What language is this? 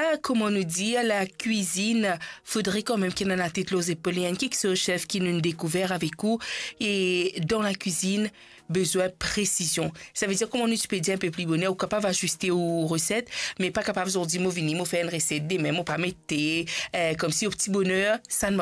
Morisyen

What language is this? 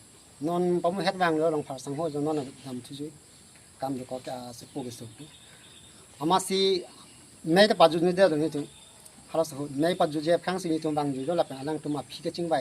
Karbi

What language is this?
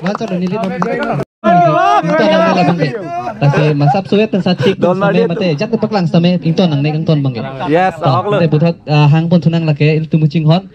Karbi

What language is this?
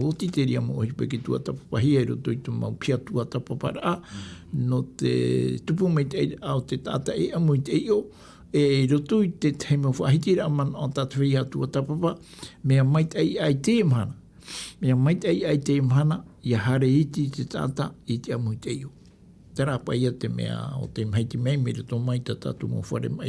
Tahitian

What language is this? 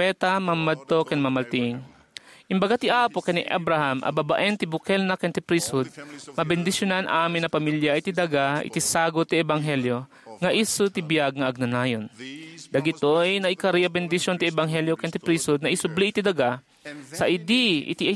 Iloko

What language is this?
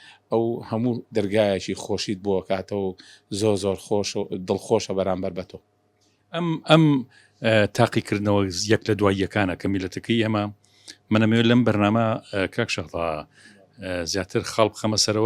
Central Kurdish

